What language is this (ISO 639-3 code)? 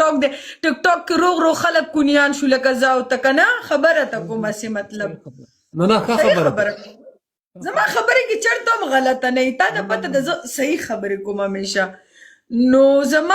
pus